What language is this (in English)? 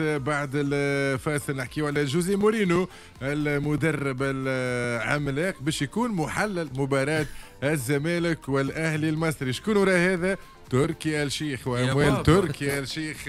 Tunisian Arabic